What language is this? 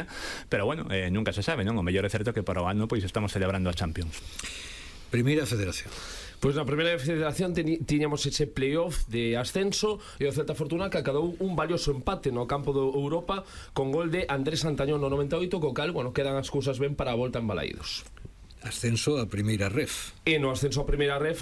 Galician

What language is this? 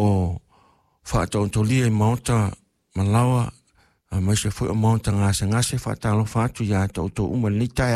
Samoan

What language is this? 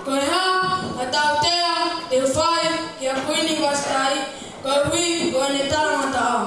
Tongan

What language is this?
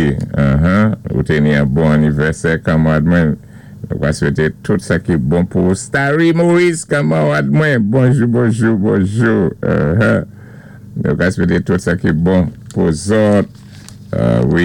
Saint Lucian Creole French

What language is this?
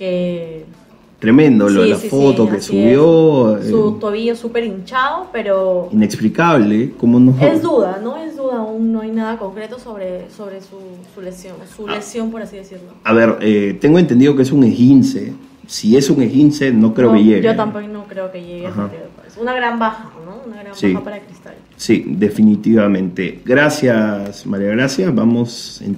Spanish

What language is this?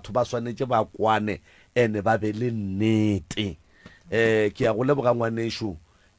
Northern Sotho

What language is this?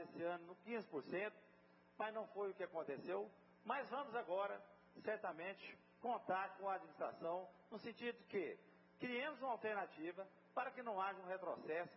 Portuguese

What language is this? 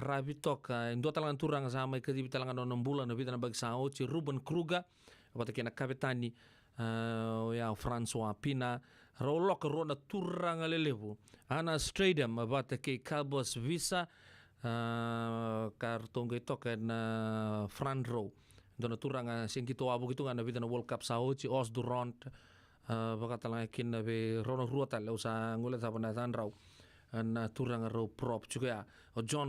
Fijian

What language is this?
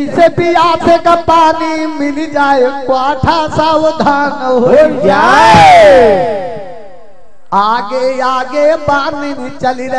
Hindi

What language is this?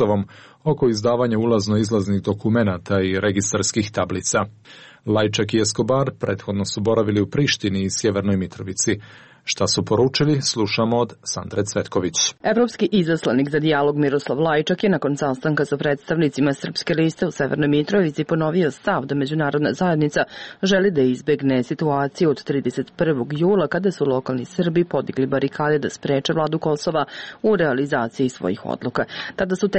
Serbian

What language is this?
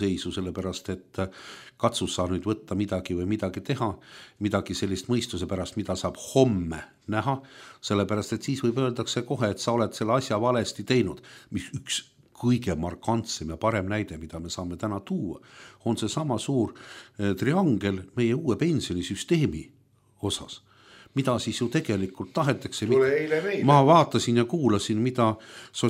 Estonian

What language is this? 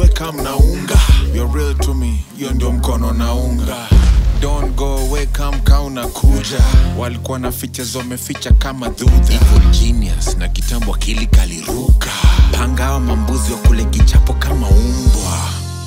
Swahili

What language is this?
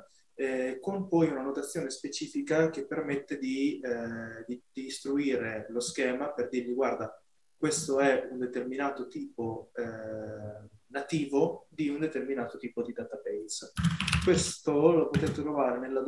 Italian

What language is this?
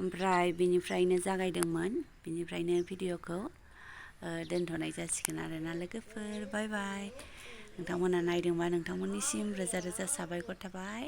Bodo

